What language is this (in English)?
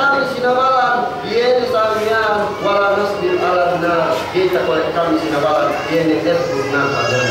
Yakan